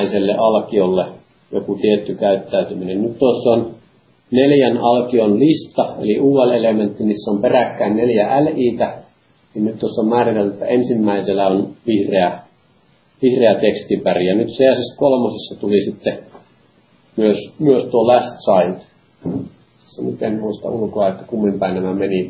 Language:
Finnish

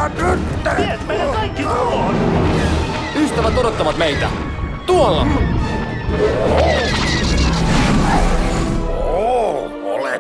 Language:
Finnish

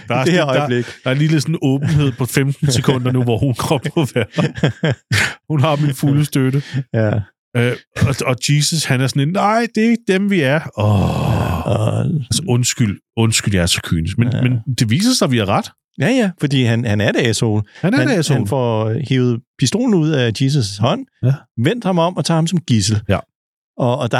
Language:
Danish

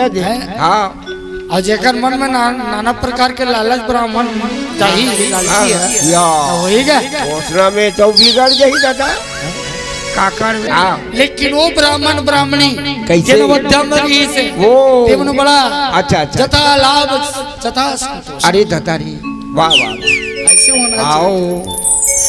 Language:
Chhattisgarhi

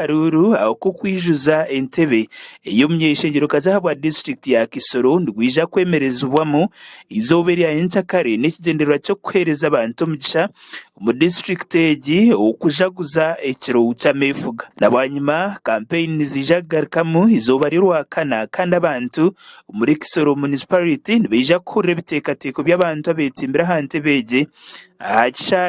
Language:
Nyankole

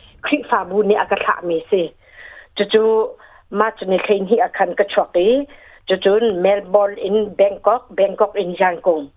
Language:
Hakha Chin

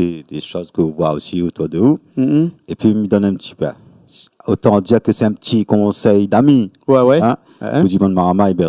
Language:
Réunion Creole French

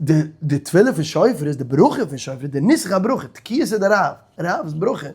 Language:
Yiddish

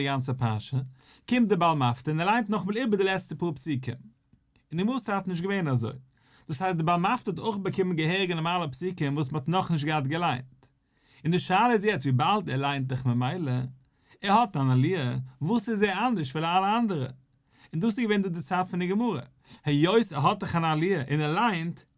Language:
Yiddish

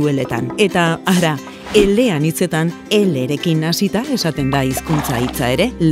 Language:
Basque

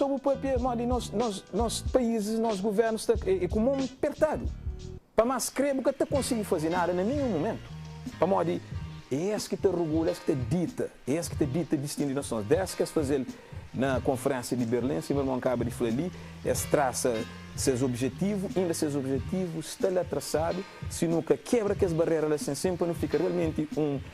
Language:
Kabuverdianu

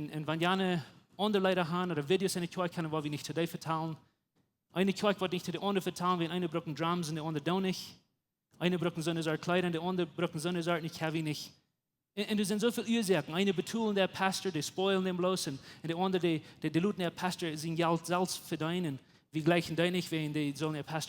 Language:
Plautdietsch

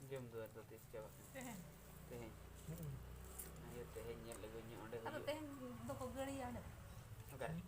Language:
Santali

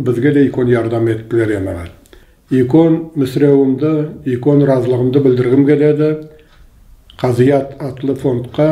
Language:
Nogai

